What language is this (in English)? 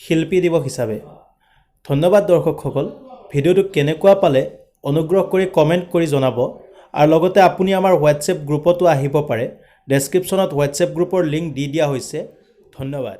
Assamese